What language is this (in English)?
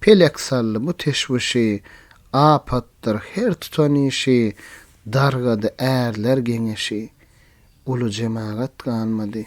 Turkmen